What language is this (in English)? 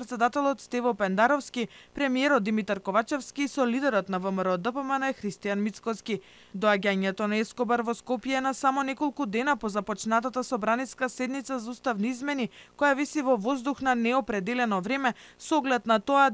Macedonian